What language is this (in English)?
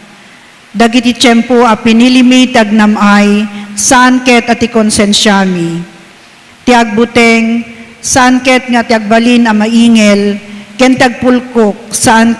Iloko